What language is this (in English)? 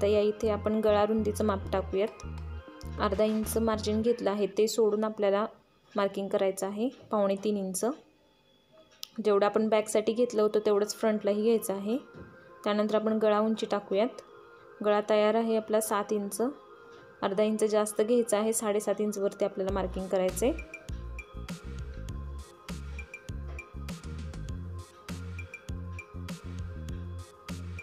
Marathi